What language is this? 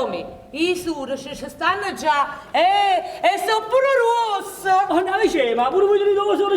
Neapolitan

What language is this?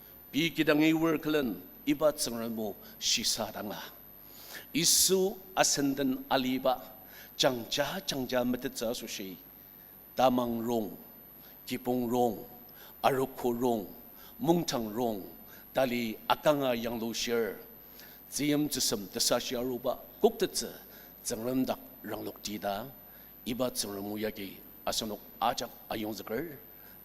Ao Naga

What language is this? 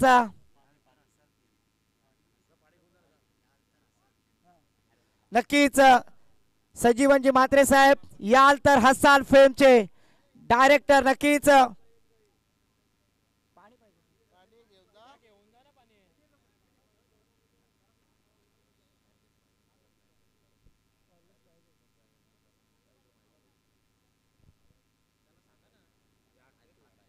Marathi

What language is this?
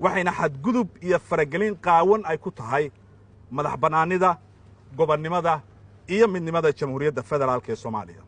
Somali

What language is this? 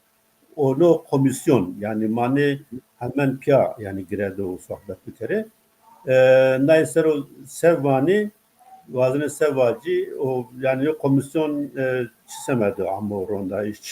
Zaza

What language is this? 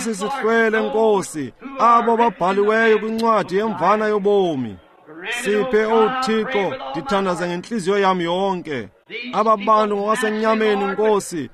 Xhosa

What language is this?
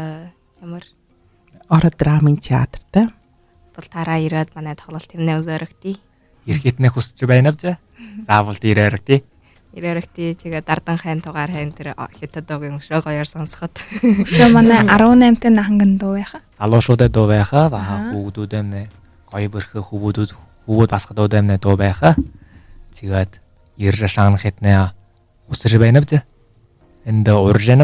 Buriat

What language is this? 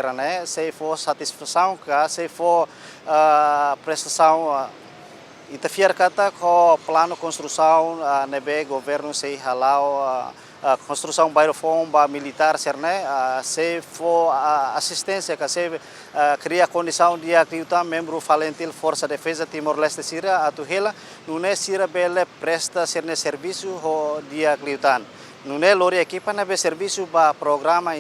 Tetum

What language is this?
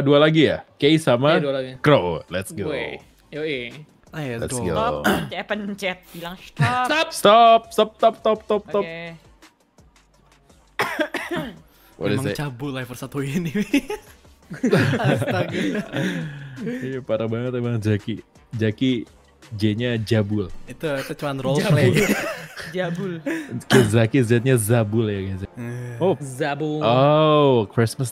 Indonesian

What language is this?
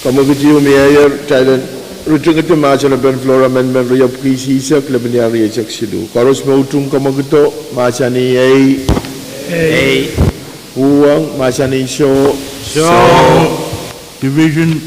Pohnpeian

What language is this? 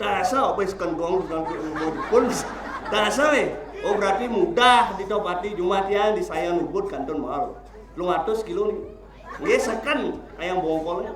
Balinese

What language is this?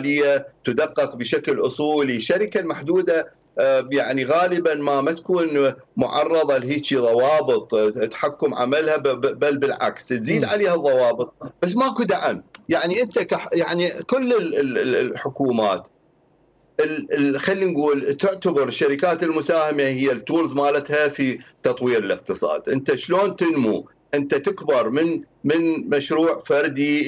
Mesopotamian Arabic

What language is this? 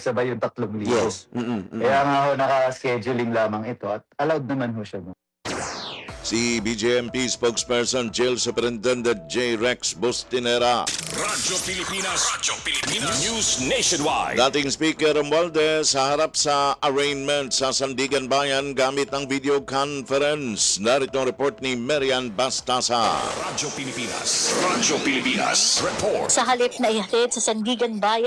Filipino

